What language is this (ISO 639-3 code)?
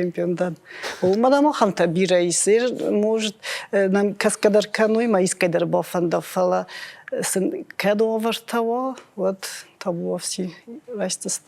oss